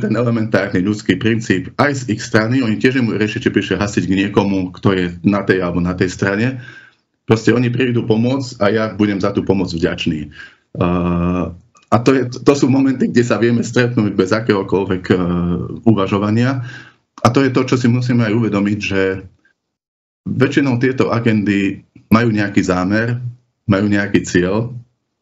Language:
Slovak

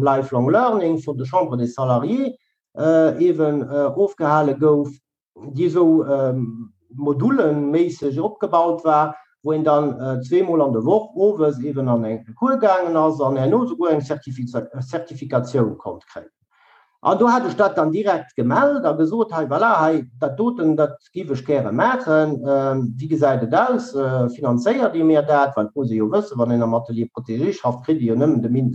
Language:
Luxembourgish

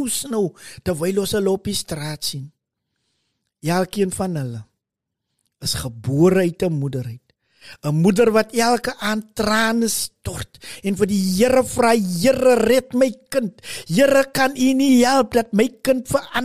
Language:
Afrikaans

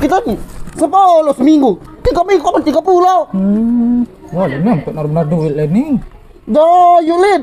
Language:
Musi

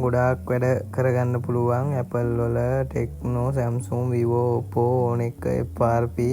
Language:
Sinhala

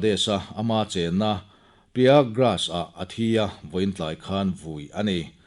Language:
Mizo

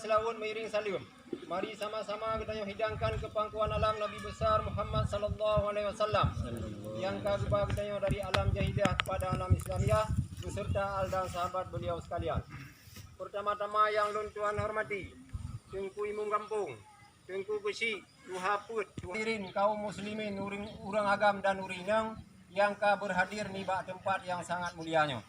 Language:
Achinese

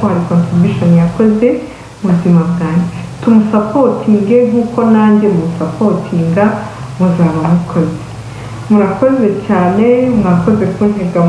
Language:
Kinyarwanda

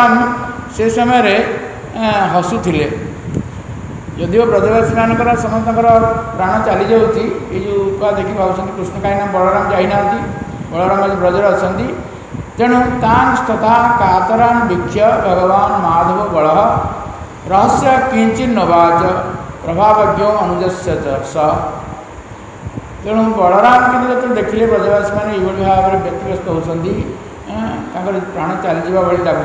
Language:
Odia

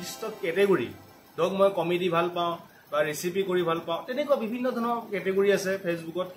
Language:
Assamese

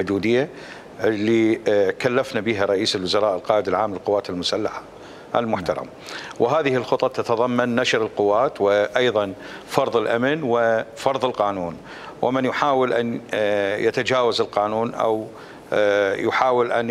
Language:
Mesopotamian Arabic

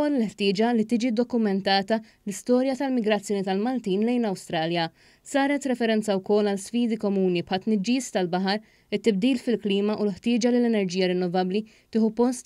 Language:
Maltese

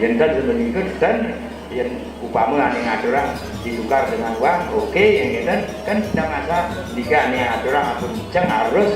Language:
Balinese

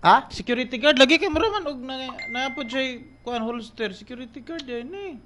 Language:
Cebuano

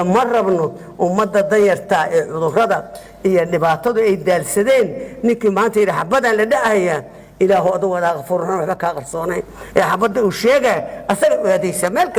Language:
Somali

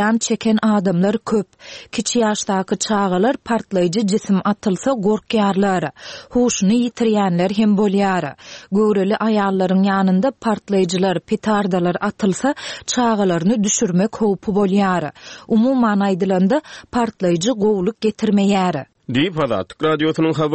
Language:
Turkmen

